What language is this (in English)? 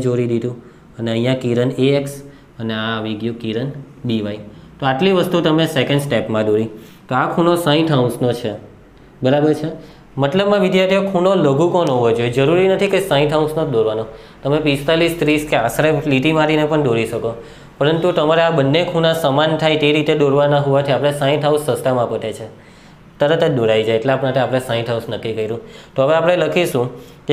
Gujarati